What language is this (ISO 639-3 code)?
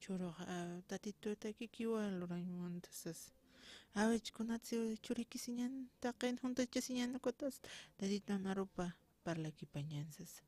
aym